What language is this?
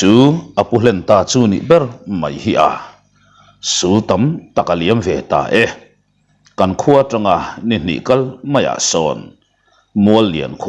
Mizo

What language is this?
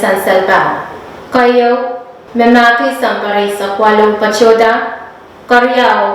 Pohnpeian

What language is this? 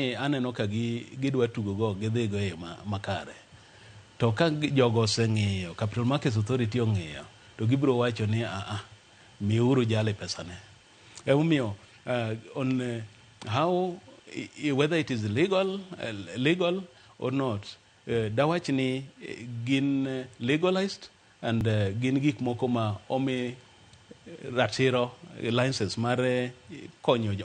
Luo (Kenya and Tanzania)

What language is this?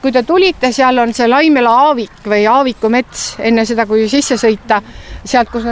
Estonian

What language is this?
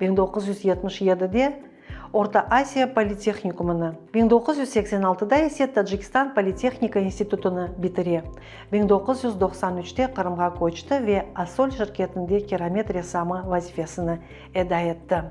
Crimean Tatar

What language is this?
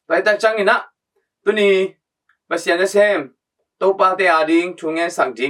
Tedim Chin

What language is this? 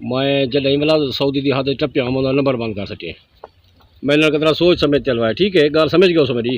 Saraiki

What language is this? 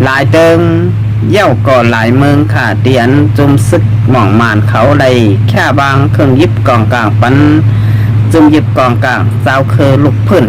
Shan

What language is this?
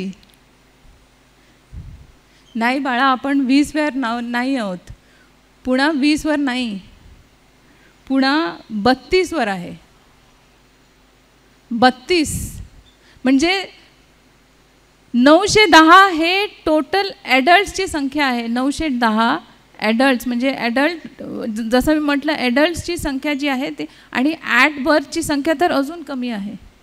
Marathi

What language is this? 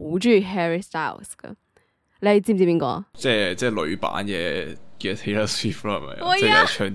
Cantonese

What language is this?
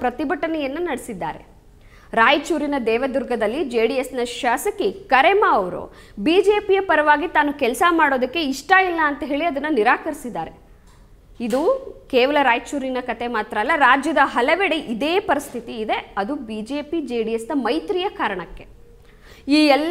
Kannada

